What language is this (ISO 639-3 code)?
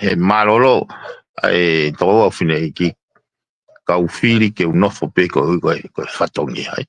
ton